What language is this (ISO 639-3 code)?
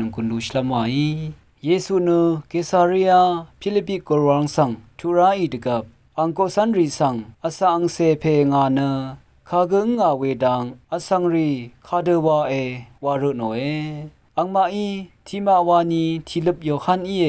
raw